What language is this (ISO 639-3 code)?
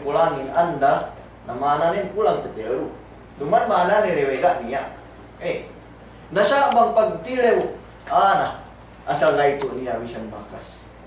yka